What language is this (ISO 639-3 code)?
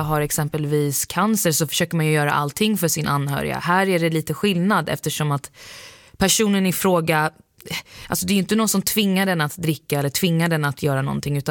swe